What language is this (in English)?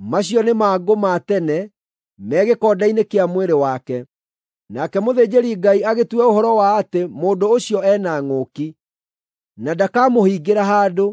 Kikuyu